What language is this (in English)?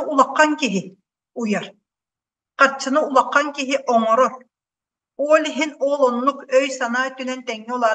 Yakut